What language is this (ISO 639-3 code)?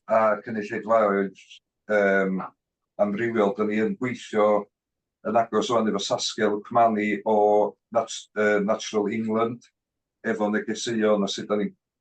cym